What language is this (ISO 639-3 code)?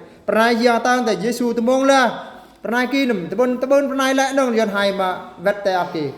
bru